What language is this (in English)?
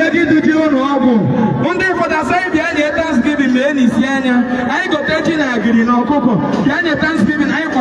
Igbo